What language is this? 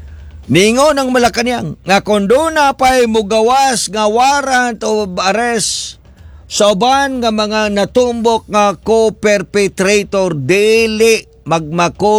Cebuano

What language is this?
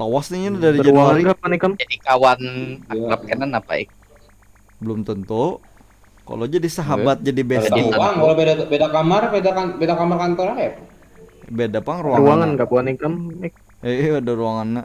Banjar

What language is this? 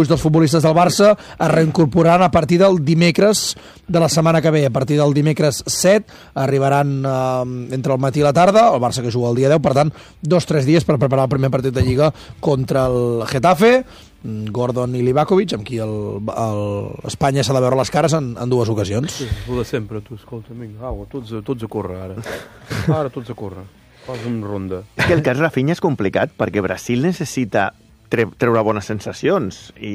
Catalan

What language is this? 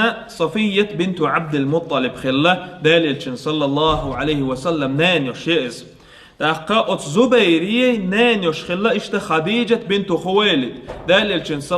Chechen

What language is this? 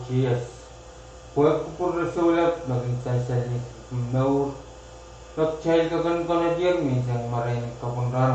Pohnpeian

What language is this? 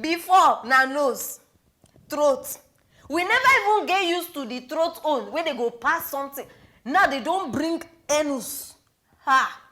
Nigerian Pidgin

